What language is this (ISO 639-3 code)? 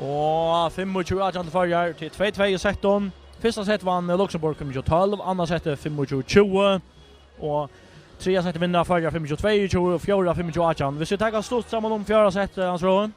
fao